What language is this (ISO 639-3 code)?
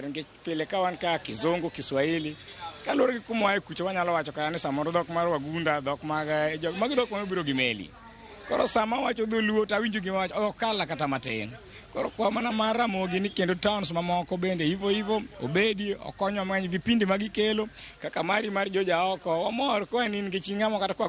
luo